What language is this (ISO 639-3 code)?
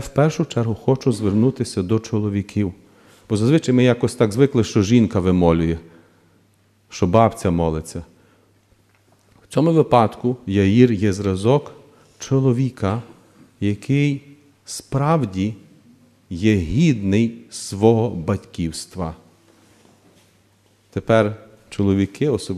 ukr